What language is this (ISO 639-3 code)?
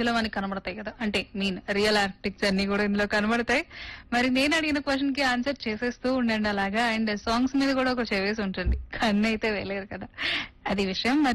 tel